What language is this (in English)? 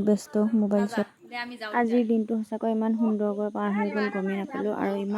Assamese